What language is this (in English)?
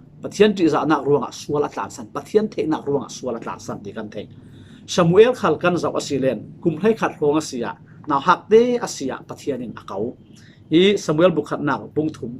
Falam Chin